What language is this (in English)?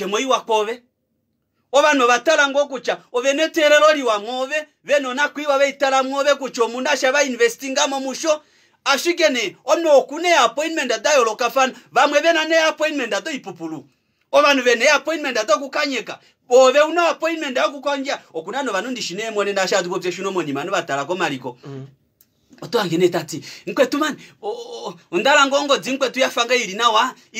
Kuanyama